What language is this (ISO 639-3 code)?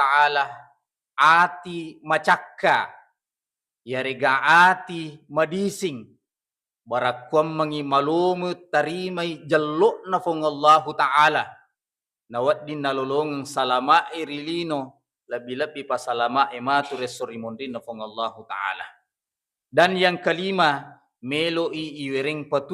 bug